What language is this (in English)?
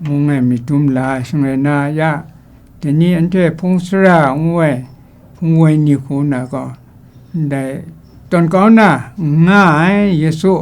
Kachin